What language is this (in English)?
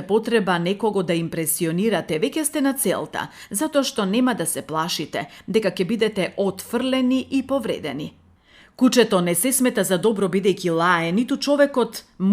Macedonian